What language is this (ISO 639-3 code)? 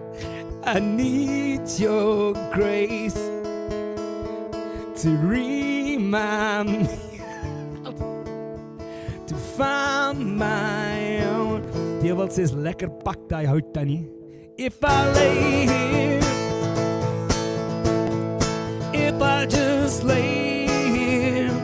eng